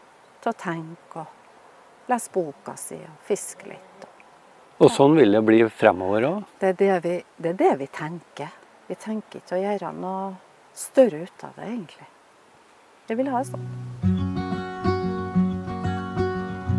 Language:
Norwegian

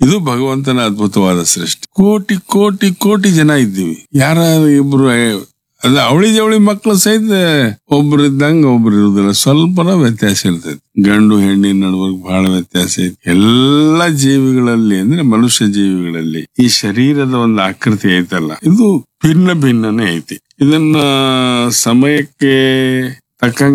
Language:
Kannada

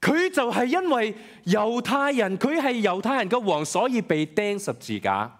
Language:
Cantonese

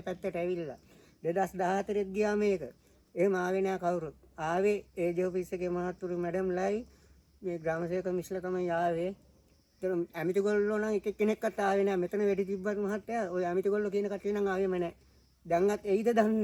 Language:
Sinhala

